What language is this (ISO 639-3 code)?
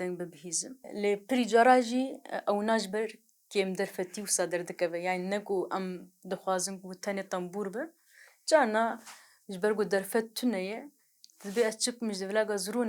kur